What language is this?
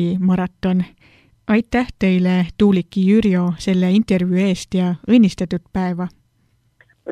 Estonian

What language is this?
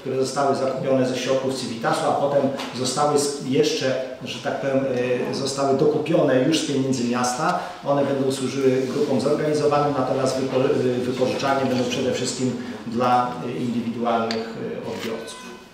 Polish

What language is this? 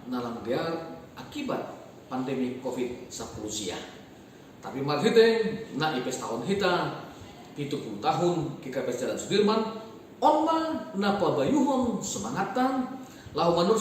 Batak Simalungun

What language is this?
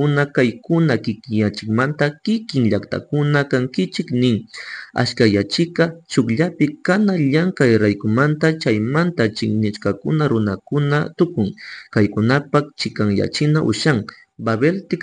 Chimborazo Highland Quichua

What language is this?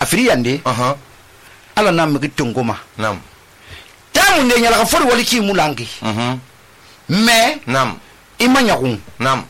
Susu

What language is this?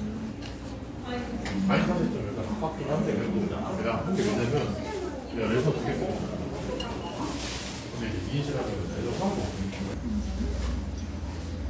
Korean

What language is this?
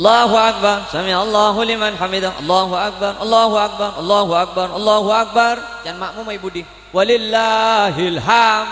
Madurese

